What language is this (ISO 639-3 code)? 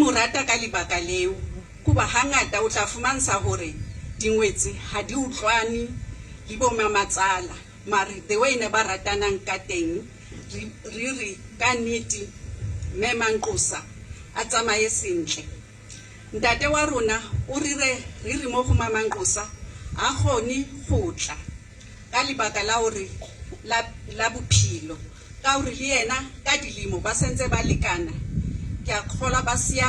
sot